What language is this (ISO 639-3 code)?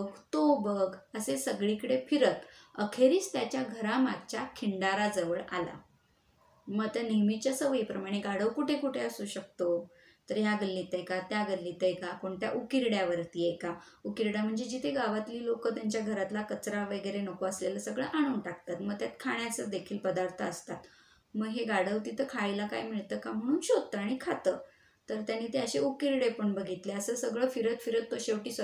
mar